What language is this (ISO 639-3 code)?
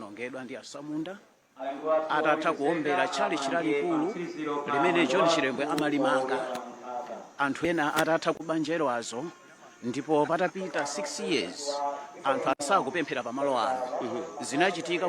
nya